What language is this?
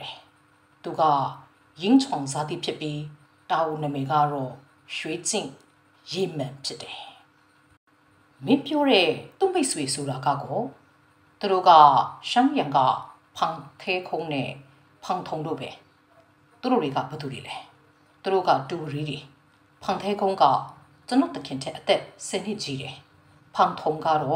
Burmese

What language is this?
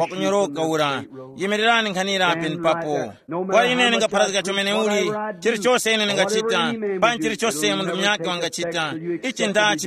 Tumbuka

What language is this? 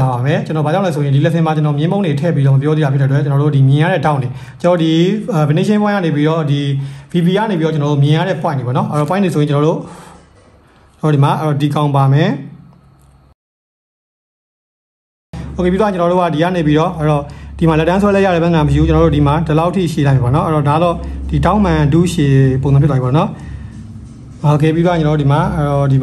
Burmese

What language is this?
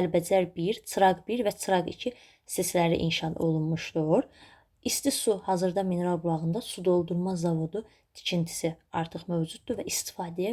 Azerbaijani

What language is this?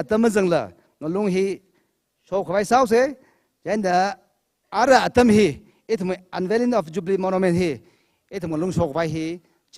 Tangkhul Naga (India)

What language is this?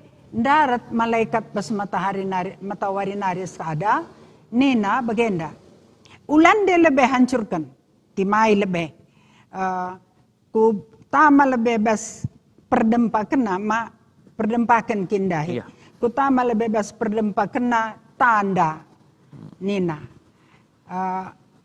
Batak Karo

